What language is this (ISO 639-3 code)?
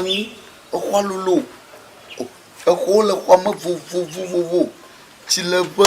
ewe